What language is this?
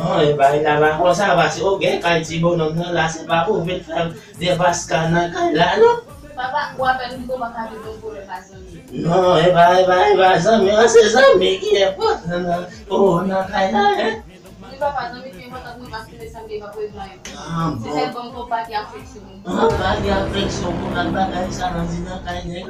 Haitian Creole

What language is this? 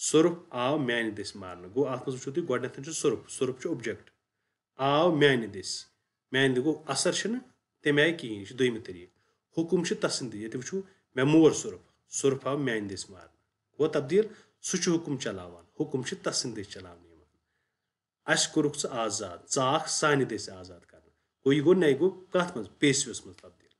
Kashmiri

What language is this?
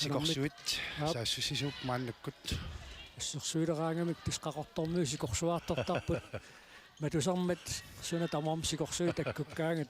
Kalaallisut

